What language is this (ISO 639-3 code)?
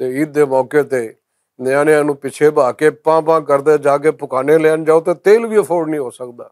lah